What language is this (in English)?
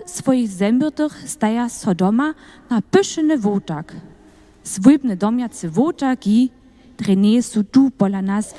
Upper Sorbian